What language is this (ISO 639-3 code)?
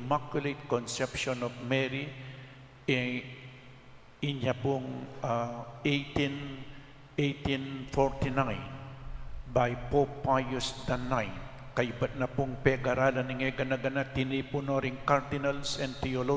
pam